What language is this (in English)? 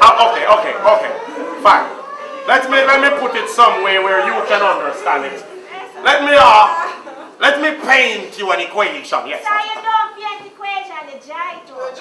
Jamaican Creole English